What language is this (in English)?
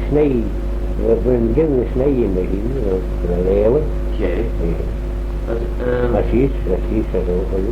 Manx